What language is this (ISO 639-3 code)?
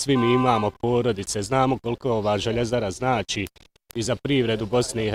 bos